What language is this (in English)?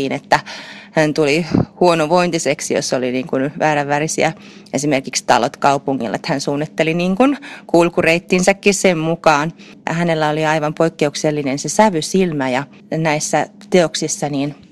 Finnish